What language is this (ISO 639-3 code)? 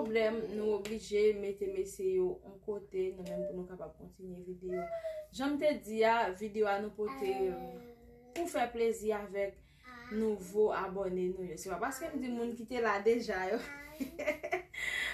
hat